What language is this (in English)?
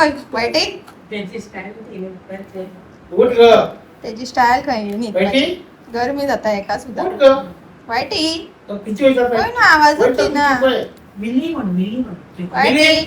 Konkani